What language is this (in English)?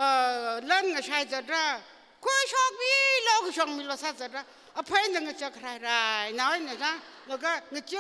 Tangkhul Naga (India)